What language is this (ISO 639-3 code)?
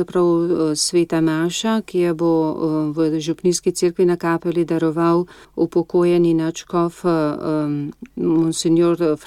slv